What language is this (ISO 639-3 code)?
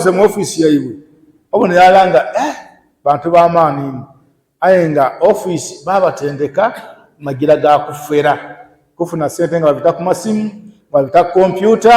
lug